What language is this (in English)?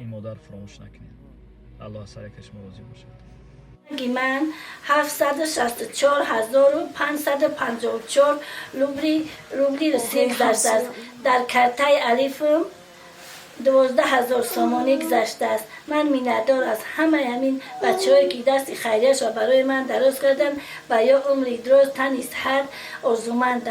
Tajik